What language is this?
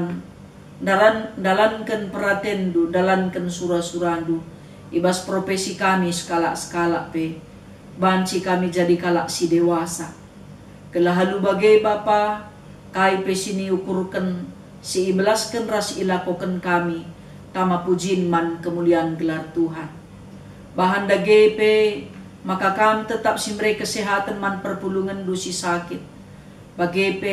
Batak Karo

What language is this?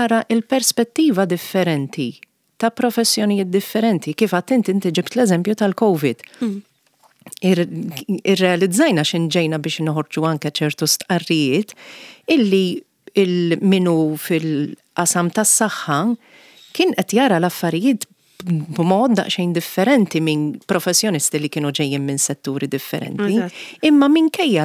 Maltese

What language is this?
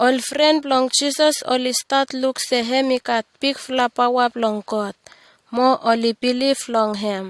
Bislama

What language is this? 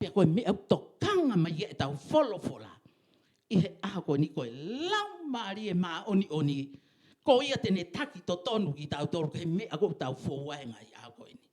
Tongan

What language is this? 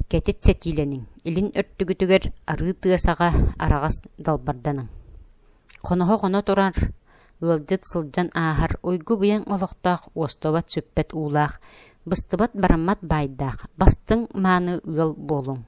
Yakut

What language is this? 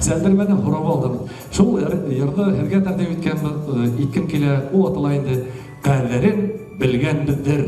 Bashkir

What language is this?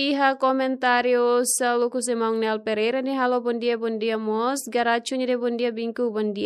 Tetum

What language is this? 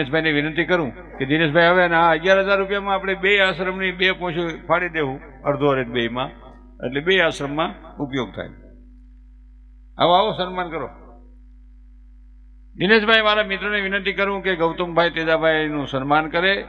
Gujarati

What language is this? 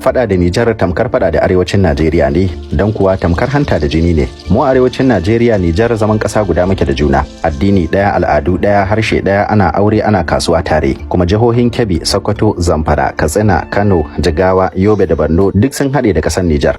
Hausa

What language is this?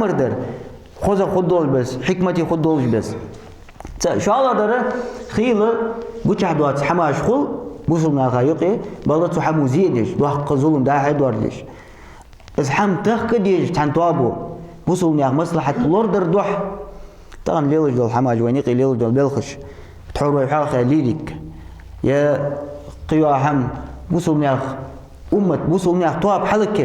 Ingush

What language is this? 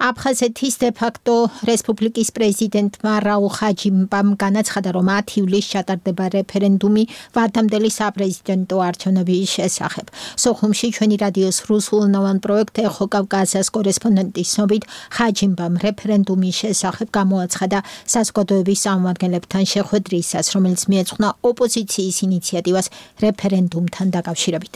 Georgian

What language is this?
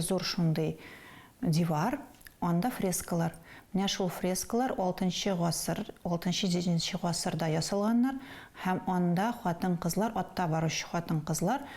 Tatar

